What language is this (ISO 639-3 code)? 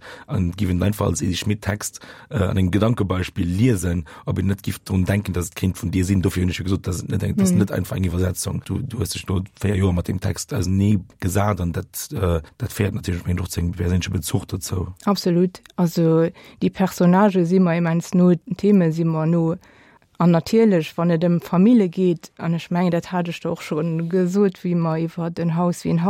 ltz